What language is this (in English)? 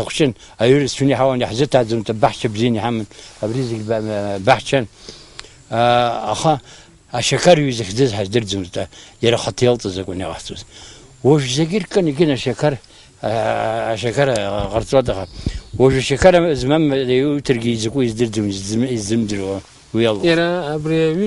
Abkhazian